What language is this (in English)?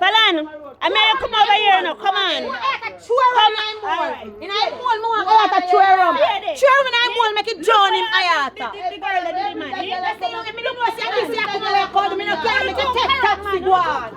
Jamaican Creole English